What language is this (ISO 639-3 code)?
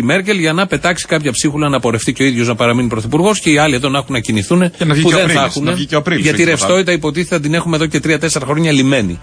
ell